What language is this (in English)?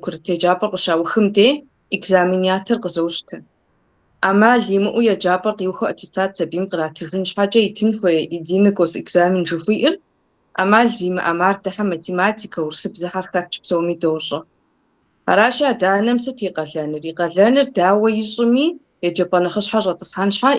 Kabardian